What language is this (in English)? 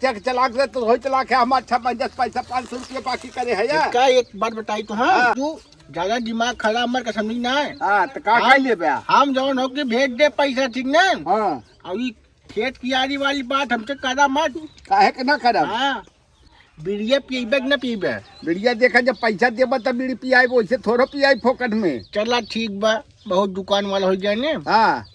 Awadhi